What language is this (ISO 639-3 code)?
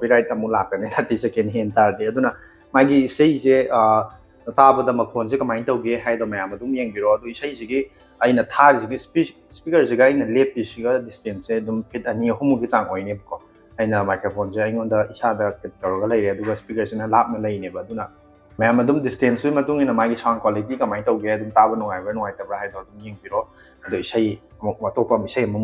mni